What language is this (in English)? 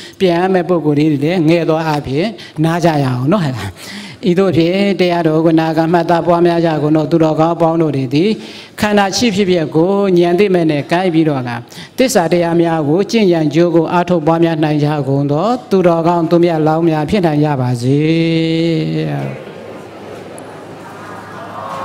Burmese